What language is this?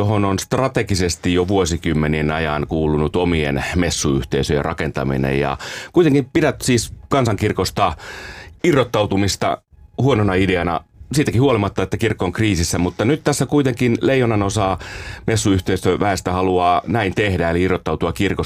Finnish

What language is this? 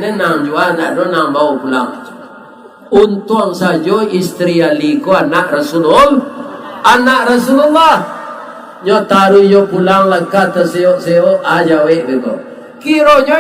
Minangkabau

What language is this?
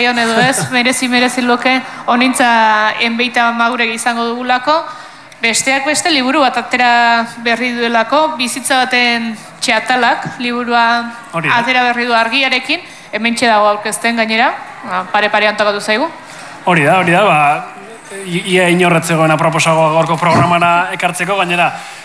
Basque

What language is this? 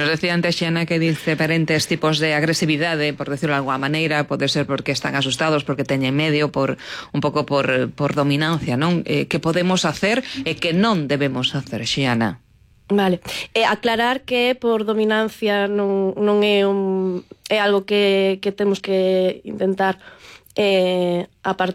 Galician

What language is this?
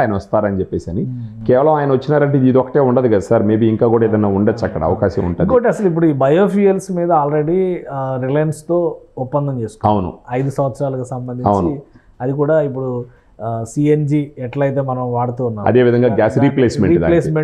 Telugu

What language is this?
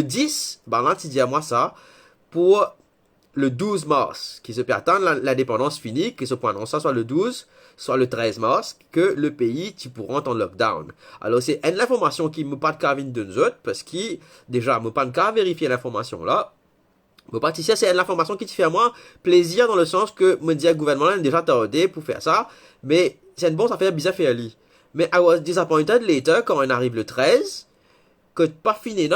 Morisyen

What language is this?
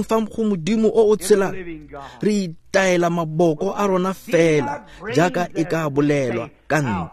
Tswana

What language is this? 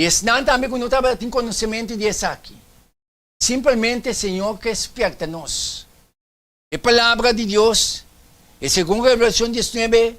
Papiamento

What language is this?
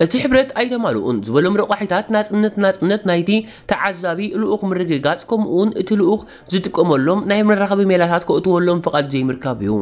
Tigrinya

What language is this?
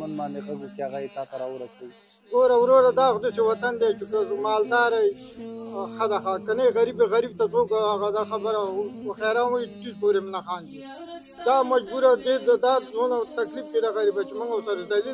Pashto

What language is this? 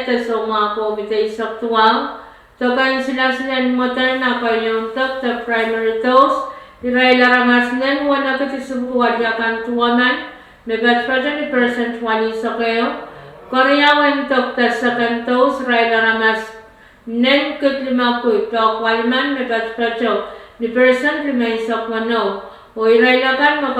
Pohnpeian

